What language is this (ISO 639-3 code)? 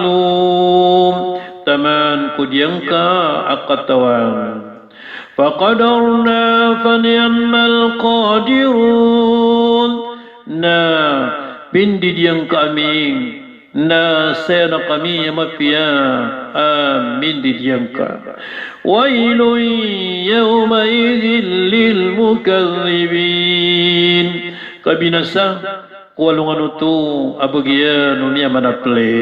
mrw